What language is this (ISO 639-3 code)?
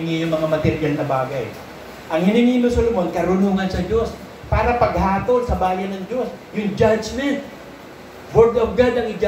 fil